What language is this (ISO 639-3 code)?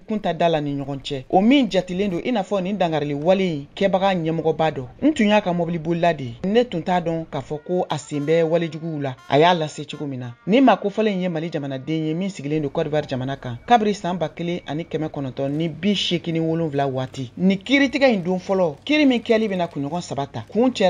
bam